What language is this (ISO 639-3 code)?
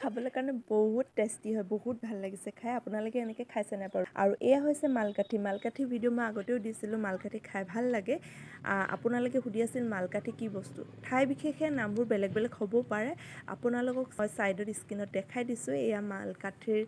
asm